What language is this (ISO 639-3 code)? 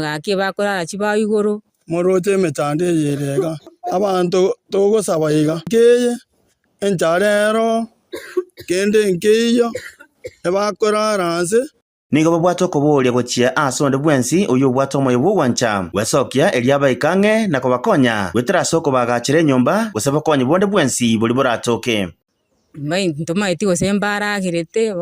guz